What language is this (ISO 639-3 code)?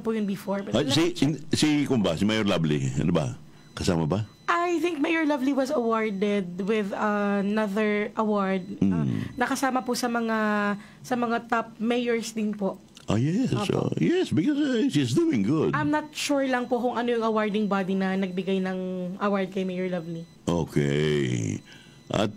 fil